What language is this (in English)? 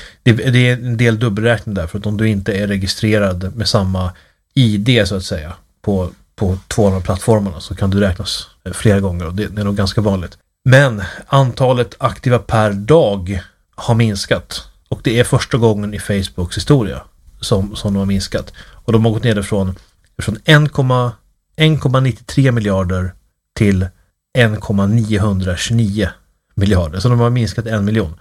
Swedish